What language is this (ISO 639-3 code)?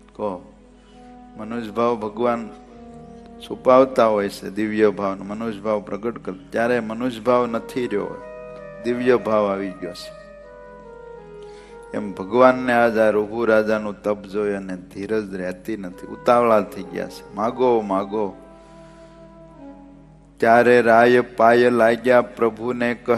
guj